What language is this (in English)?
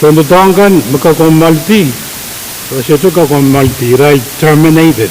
Pohnpeian